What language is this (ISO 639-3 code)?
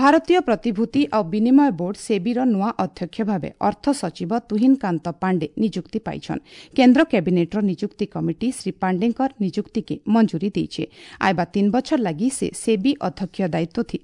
ori